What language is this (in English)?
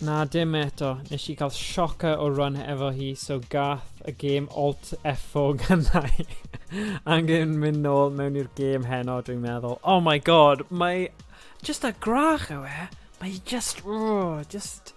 Welsh